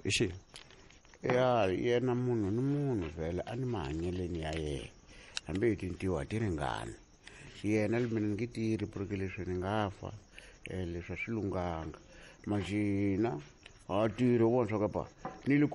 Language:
Tsonga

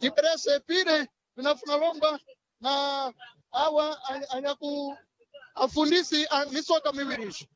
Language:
Sena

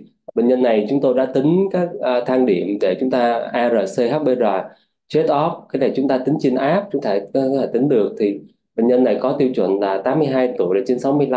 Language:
Vietnamese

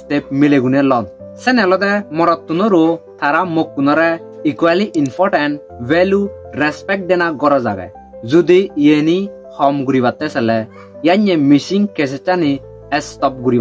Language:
Chakma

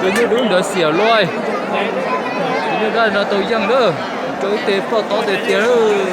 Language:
Hmong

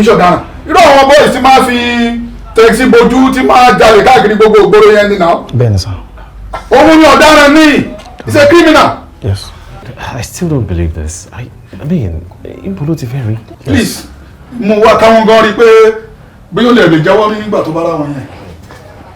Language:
Yoruba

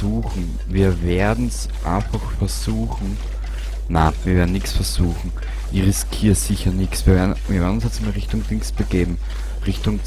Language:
Bavarian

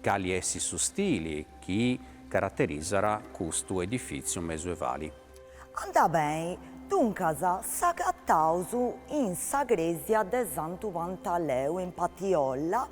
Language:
Sardinian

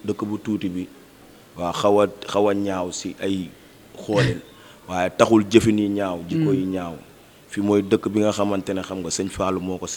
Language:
Wolof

